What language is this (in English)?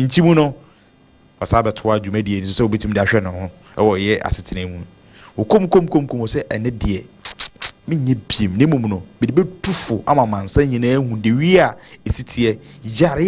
Akan